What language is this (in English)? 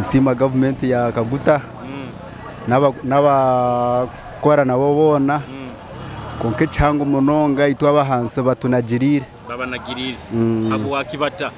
Nyoro